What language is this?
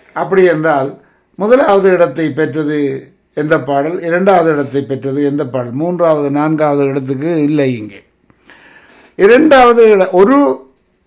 Tamil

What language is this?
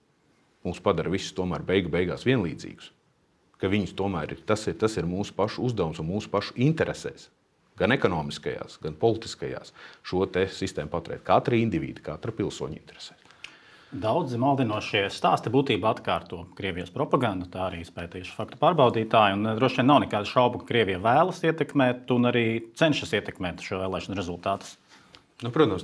Latvian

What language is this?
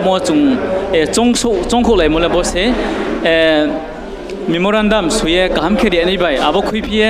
Riang (India)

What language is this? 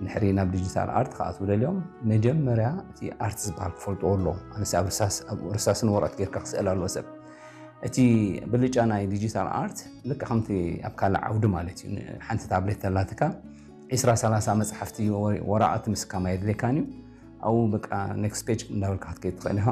Tigrinya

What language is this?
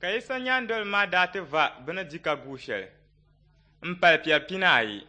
Dagbani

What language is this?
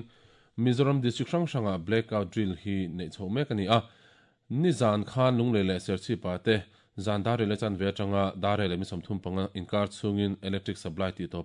Mizo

